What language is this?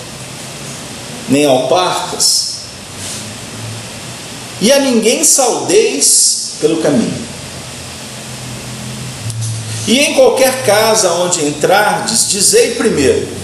Portuguese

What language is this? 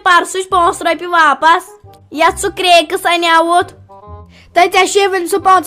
Kashmiri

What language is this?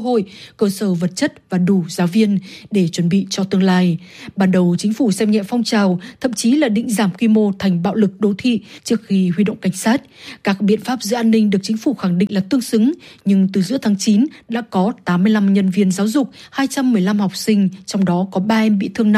Vietnamese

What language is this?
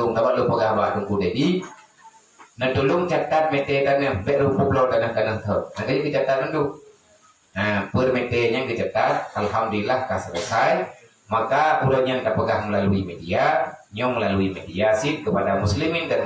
Achinese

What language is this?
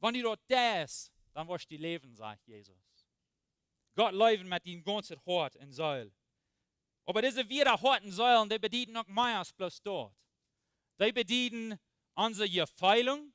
Plautdietsch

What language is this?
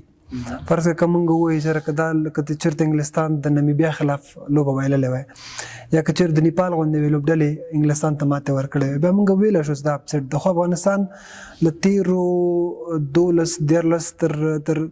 Pashto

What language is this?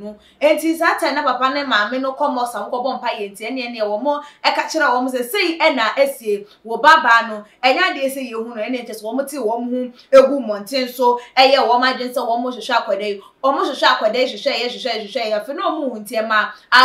Akan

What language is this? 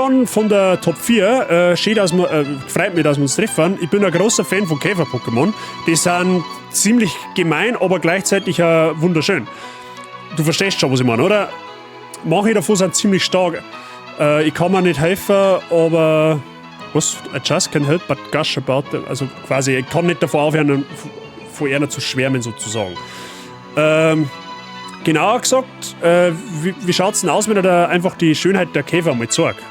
Bavarian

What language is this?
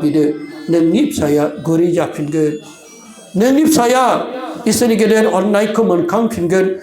Bodo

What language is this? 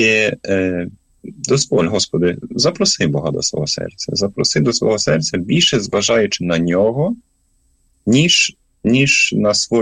Ukrainian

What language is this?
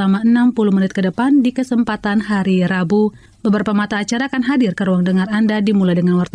Indonesian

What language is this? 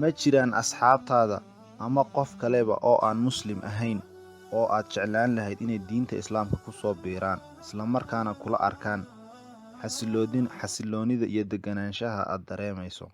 Somali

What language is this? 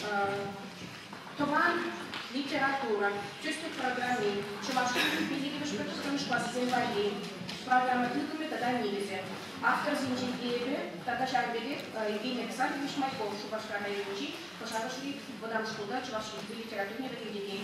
Chuvash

